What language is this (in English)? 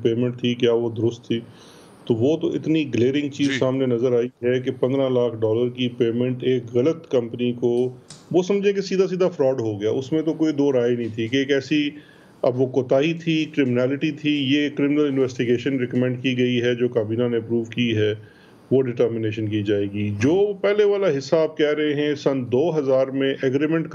Urdu